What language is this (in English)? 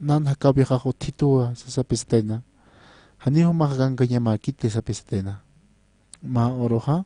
Aymara